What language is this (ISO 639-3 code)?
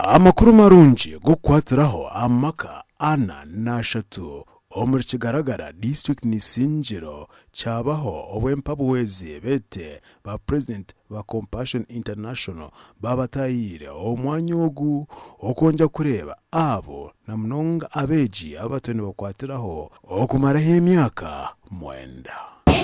nyn